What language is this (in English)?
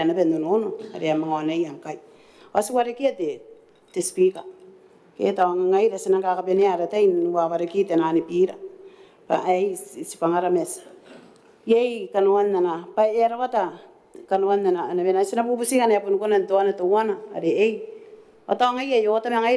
Gilbertese